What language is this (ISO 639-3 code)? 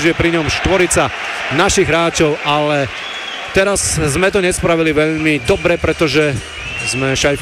slk